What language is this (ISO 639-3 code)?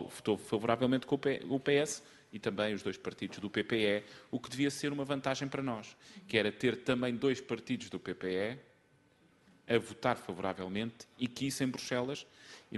por